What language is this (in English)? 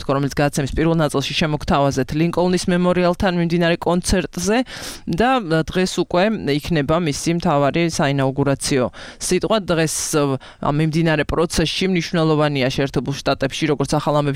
Georgian